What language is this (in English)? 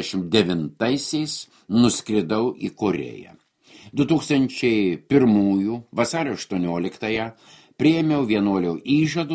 Lithuanian